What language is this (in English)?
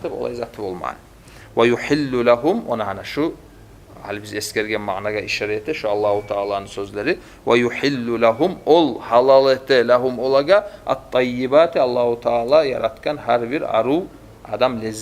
Kumyk